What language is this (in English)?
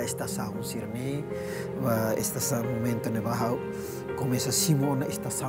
Tetum